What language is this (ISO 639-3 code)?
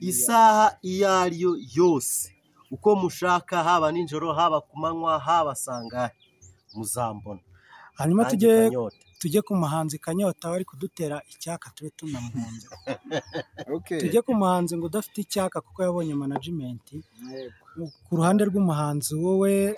kin